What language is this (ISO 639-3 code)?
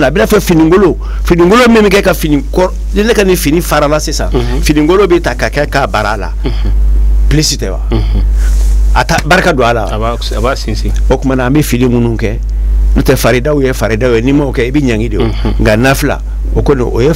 bam